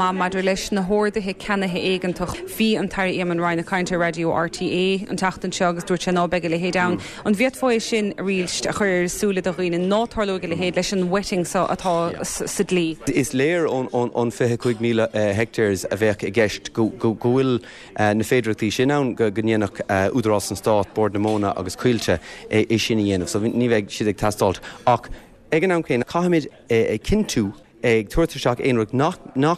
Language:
Irish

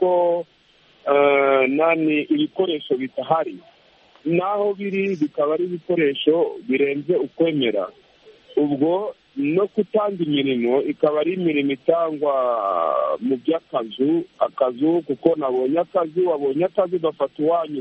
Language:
Kinyarwanda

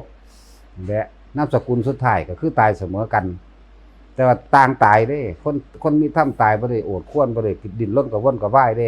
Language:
Northeastern Thai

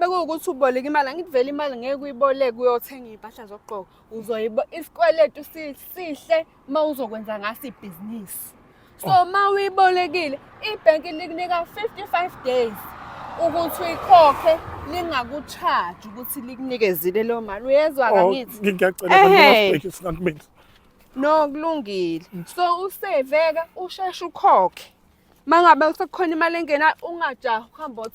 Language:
Zulu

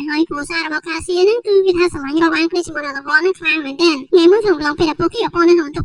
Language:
Khmer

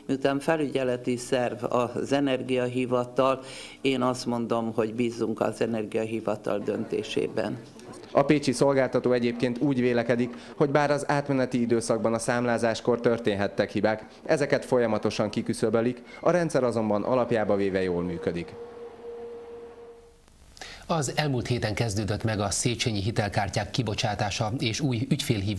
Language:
Hungarian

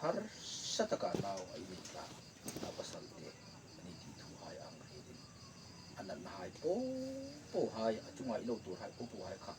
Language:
Hmar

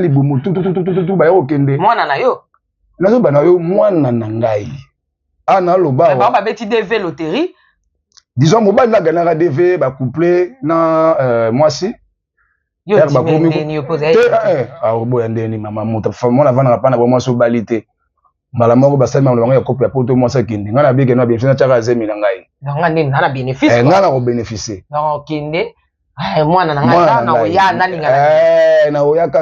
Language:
Lingala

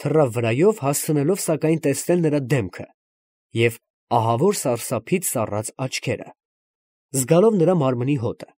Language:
Armenian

